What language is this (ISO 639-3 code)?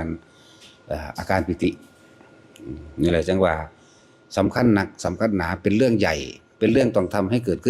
tts